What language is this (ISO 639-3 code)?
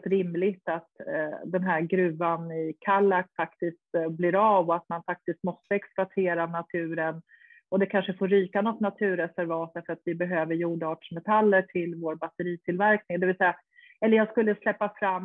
swe